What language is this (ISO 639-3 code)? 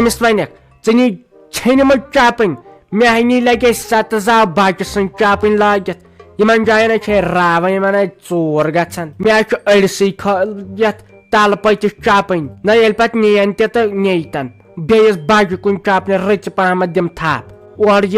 kas